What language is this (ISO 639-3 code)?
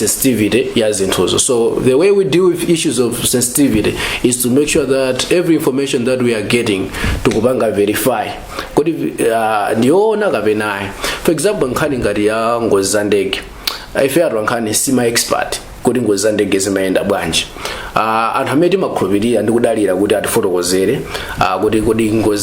nya